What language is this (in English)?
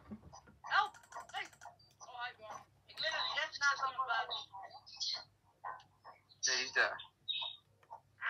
Dutch